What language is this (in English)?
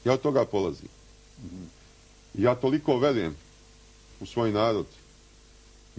Serbian